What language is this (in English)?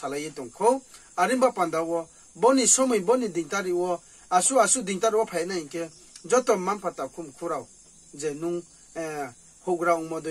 Riang (India)